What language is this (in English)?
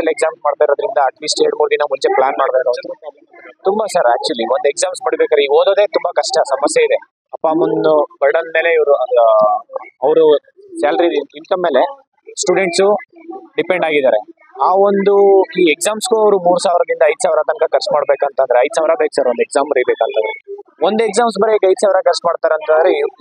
Kannada